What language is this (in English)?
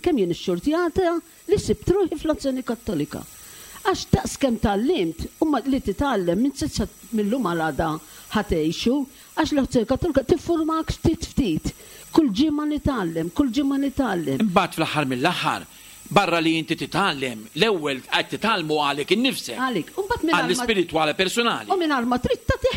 Maltese